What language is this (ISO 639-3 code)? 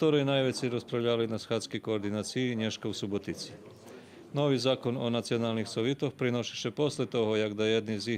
rue